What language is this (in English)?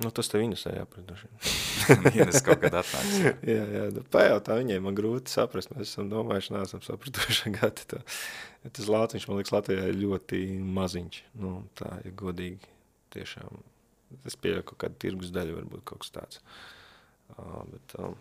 Latvian